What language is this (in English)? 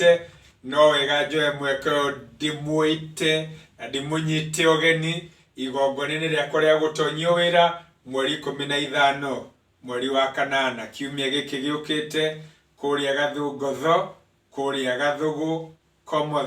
Kikuyu